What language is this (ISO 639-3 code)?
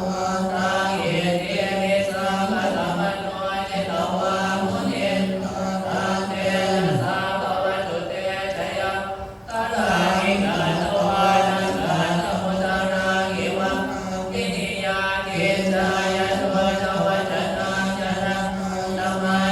pli